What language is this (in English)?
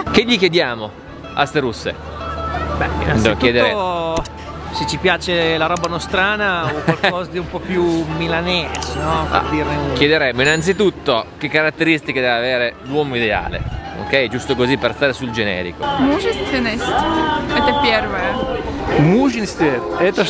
Italian